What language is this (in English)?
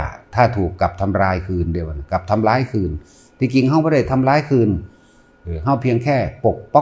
Northeastern Thai